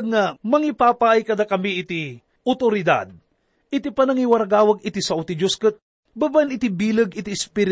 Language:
Iloko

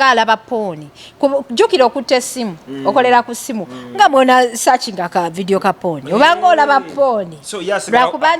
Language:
Ganda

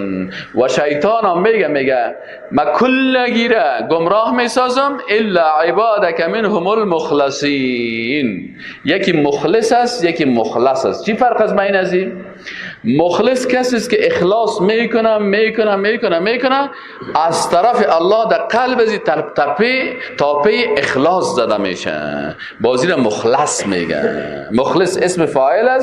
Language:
Persian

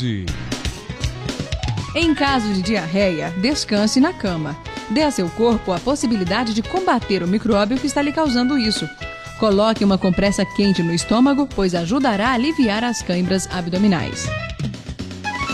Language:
Portuguese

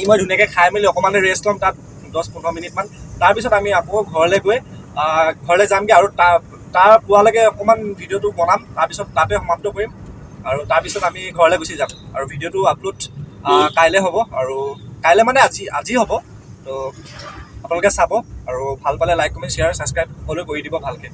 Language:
Assamese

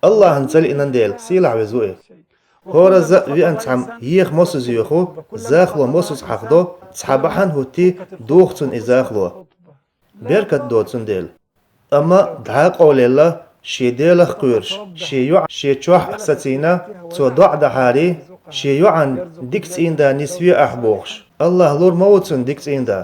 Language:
Chechen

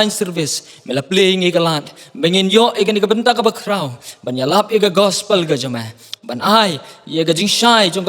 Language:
Khasi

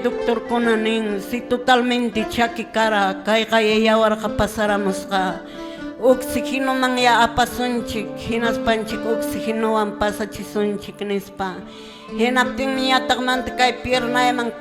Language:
Quechua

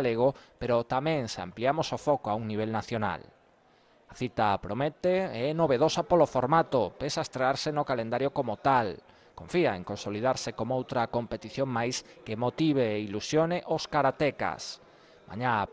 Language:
Galician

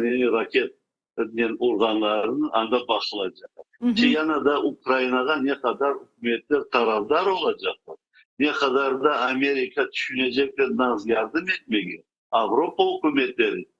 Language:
Crimean Tatar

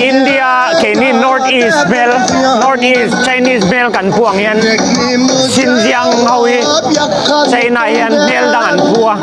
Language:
Mizo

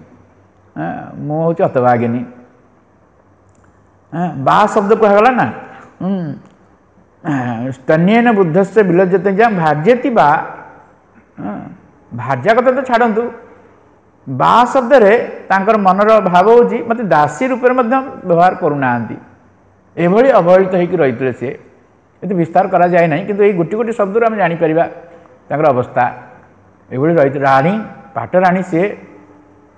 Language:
Odia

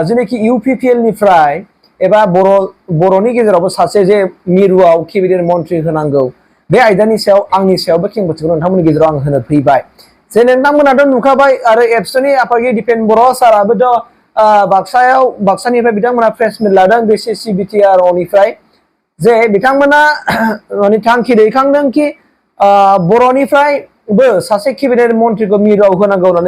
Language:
Bodo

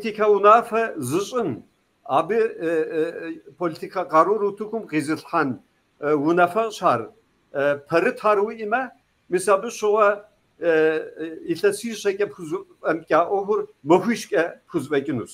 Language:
Kabardian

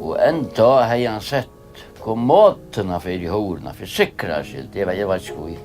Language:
Faroese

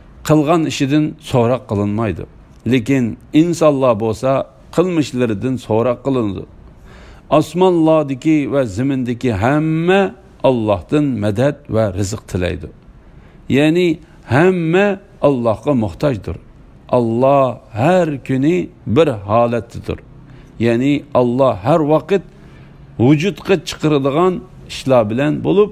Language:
Uyghur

